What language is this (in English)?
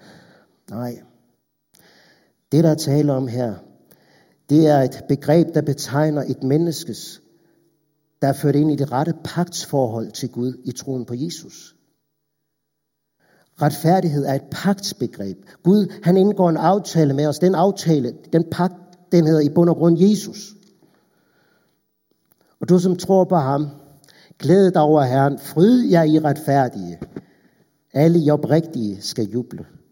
Danish